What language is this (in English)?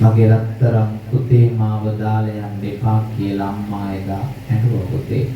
Sinhala